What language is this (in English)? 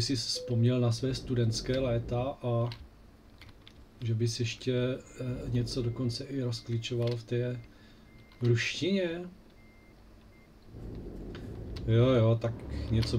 Czech